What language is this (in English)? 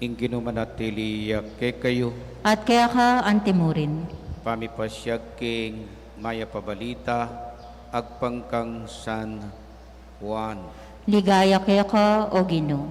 Pampanga